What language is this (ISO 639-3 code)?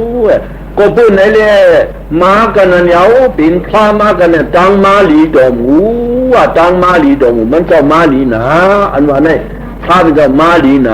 shn